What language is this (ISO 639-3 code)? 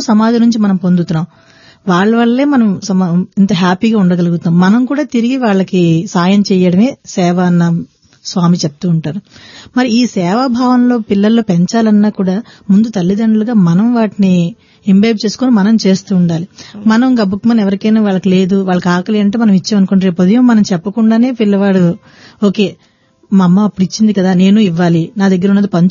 tel